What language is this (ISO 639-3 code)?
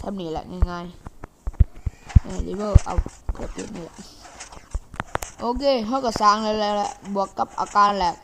lao